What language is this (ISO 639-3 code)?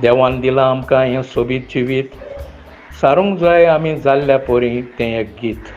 kok